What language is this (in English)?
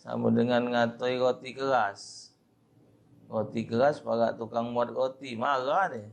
Musi